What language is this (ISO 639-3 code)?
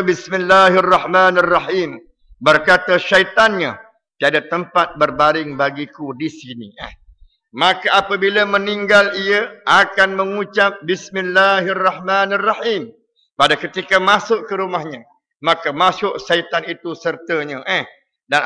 msa